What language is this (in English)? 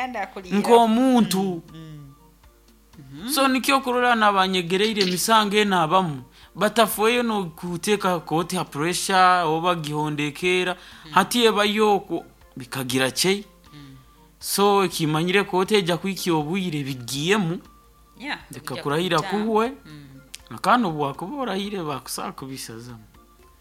Nyoro